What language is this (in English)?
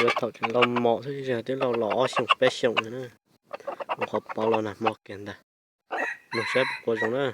Hmong